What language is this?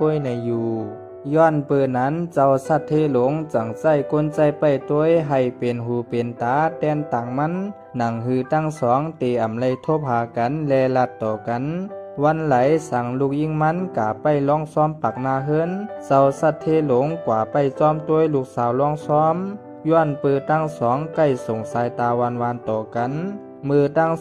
Shan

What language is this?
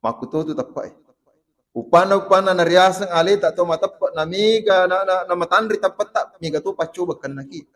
Buginese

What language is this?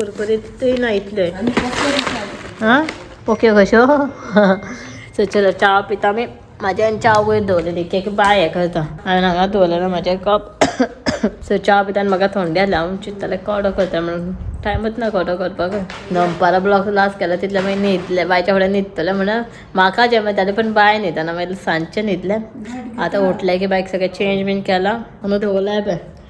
Konkani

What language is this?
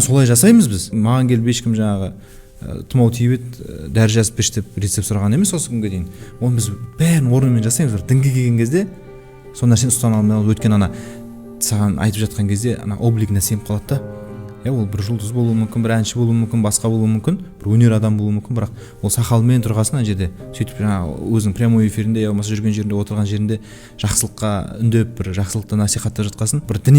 Kazakh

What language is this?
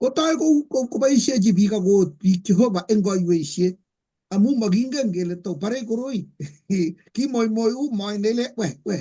Kalenjin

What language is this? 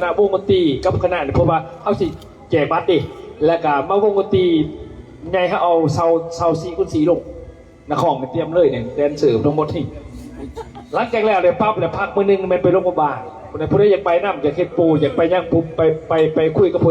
Lao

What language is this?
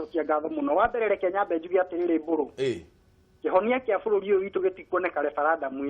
Kikuyu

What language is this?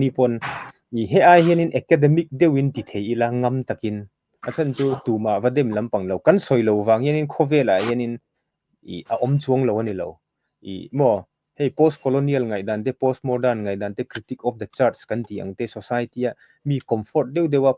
Mizo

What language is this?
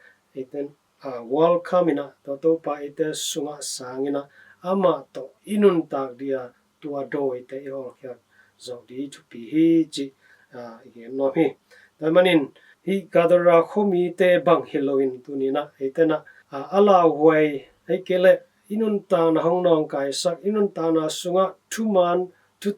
Tedim Chin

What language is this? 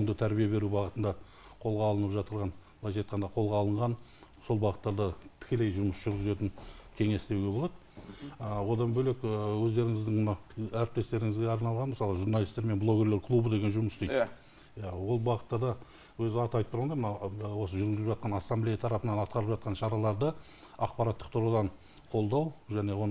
Kazakh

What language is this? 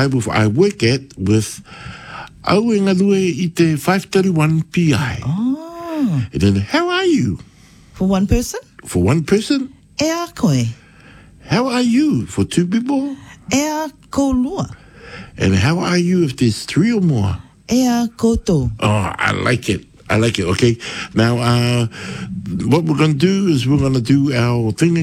English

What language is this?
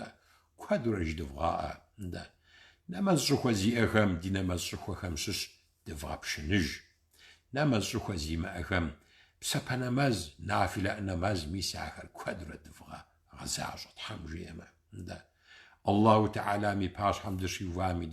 Kabardian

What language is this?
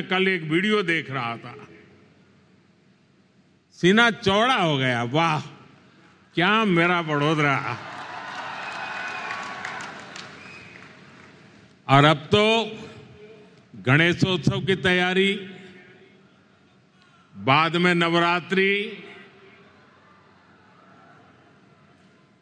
Hindi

